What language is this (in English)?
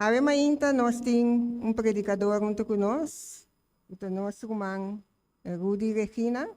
Papiamento